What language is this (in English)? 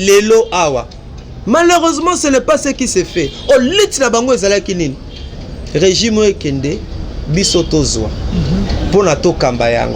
Lingala